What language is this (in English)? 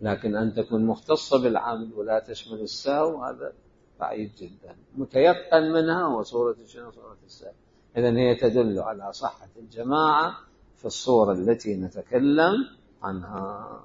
Mesopotamian Arabic